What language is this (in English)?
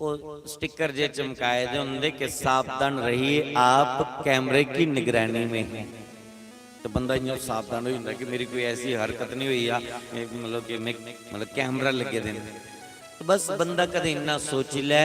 Dogri